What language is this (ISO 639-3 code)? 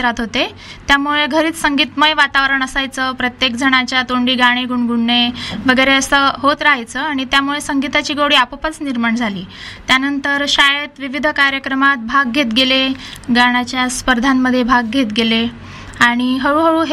mar